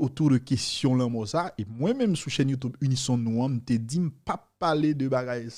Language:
Haitian Creole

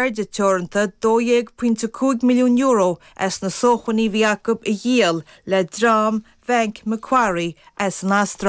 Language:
Irish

